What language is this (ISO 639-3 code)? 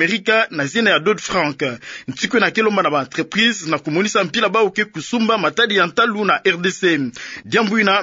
ktu